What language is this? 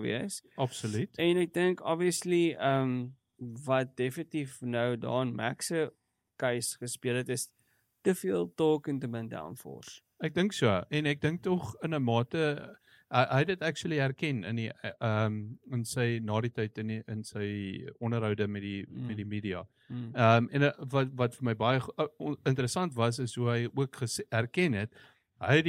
Afrikaans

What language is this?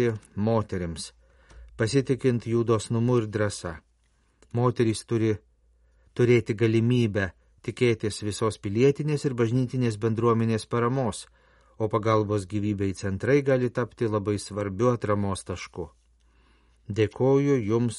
Lithuanian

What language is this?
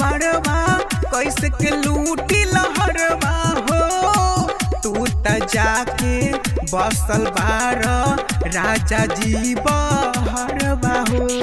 Bhojpuri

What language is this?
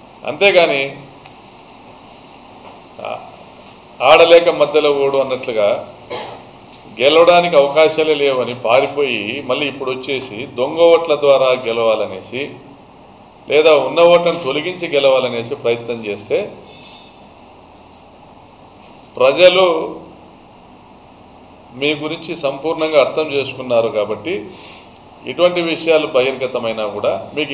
Telugu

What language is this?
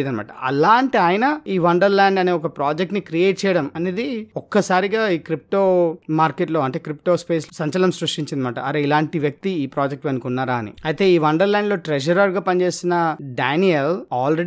Telugu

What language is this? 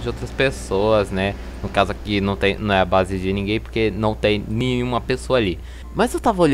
Portuguese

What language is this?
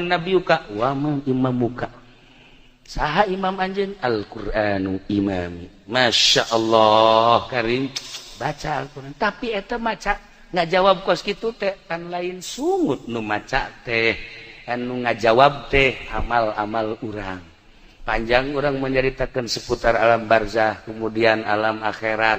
Sundanese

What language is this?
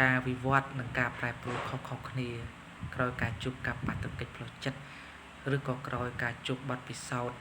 Khmer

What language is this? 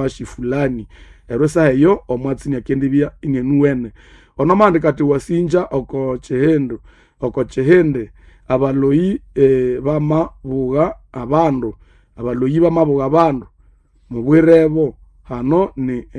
Nande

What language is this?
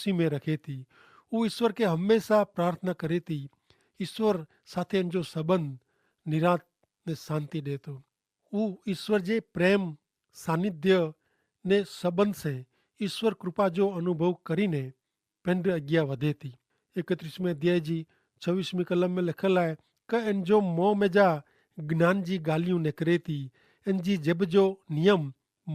Kachhi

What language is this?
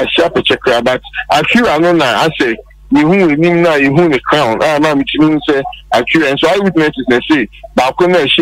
Akan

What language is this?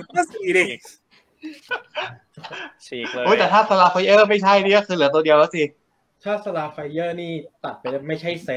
Thai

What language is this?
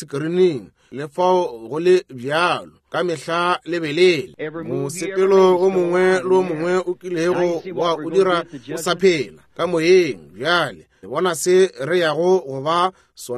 Northern Sotho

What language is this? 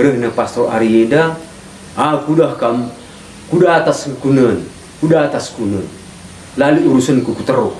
Batak Karo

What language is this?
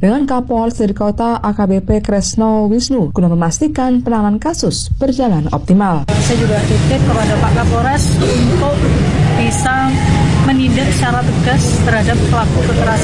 Indonesian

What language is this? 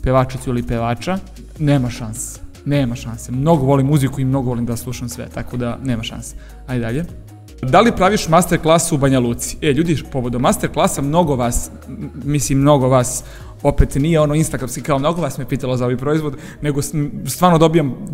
Serbian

